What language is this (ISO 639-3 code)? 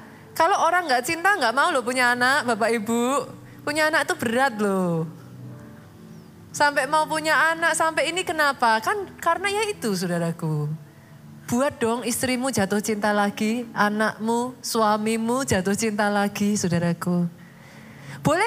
ind